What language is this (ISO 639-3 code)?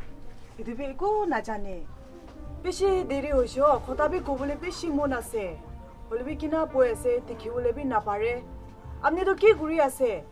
nag